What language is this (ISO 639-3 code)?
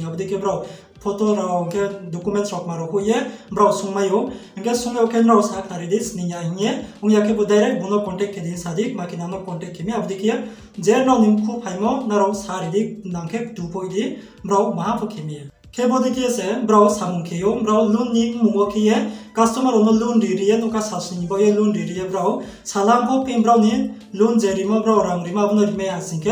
ria